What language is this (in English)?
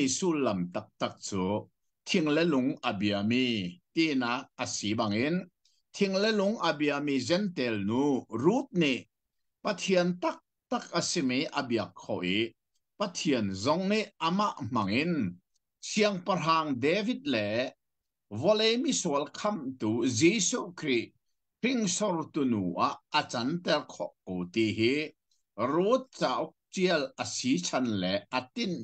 Hakha Chin